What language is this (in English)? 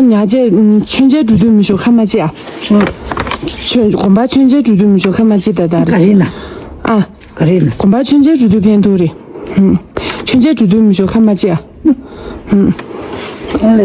Tibetan